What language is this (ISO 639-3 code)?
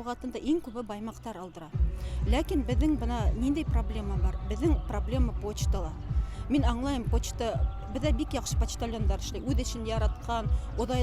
bak